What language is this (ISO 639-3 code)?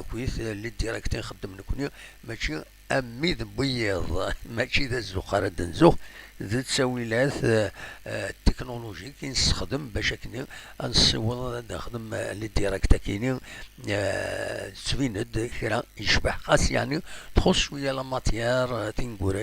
kab